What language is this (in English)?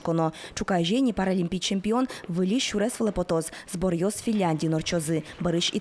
Udmurt